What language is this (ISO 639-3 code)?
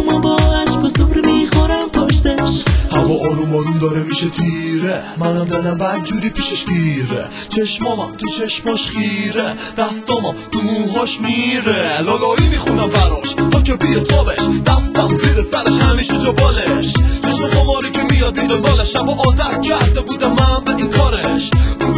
fas